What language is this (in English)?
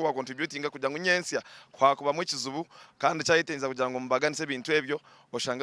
Nyankole